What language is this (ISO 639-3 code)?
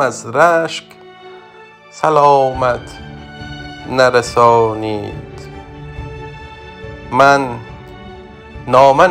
fas